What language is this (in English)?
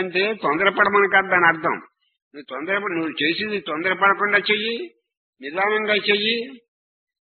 Telugu